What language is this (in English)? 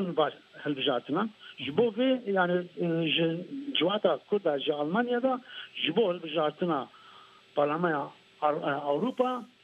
Kurdish